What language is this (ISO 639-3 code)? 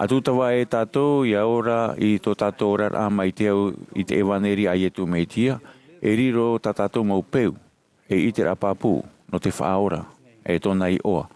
tah